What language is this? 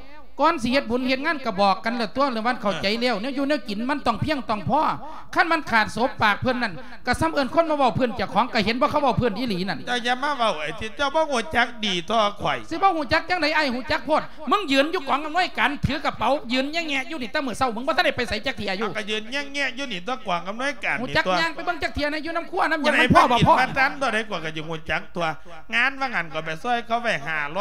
Lao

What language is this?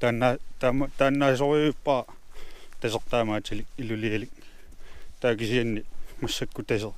Kalaallisut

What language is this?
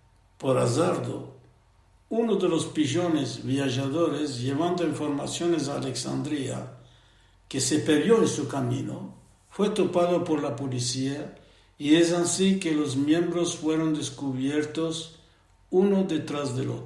Ladino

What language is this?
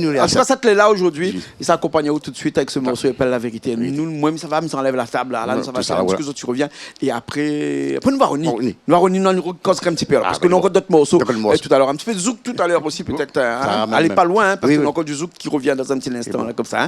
Réunion Creole French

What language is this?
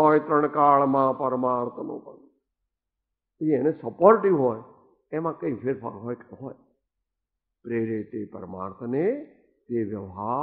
Gujarati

